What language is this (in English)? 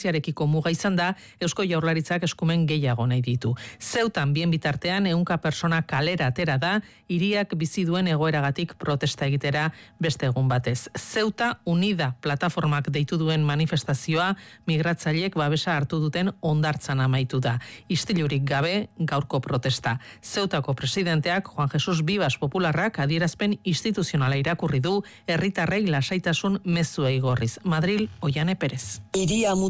Basque